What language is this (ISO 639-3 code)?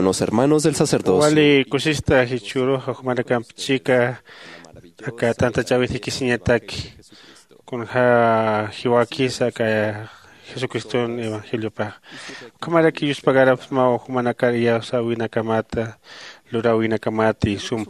aym